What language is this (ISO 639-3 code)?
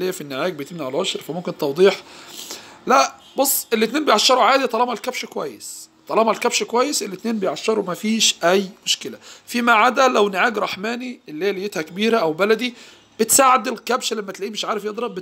arz